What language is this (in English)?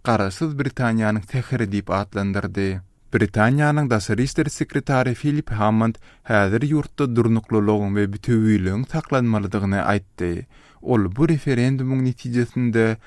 Turkmen